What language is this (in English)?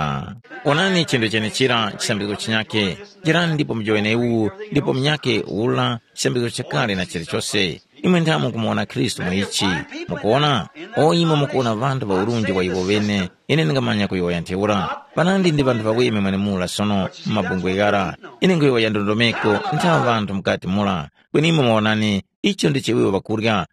Tumbuka